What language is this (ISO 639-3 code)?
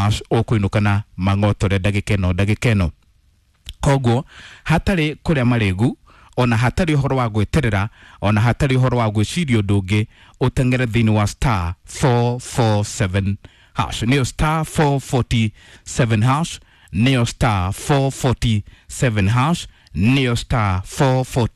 kik